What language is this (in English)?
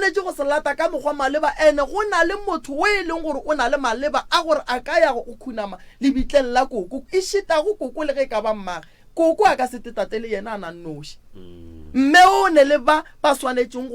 Northern Sotho